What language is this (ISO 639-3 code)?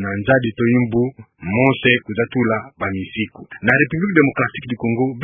ktu